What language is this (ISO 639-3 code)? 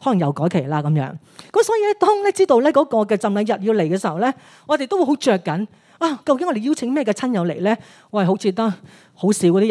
yue